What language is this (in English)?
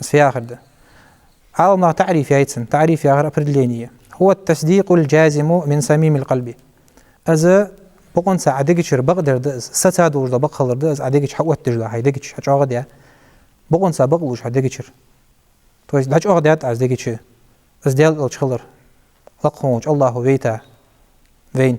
Ingush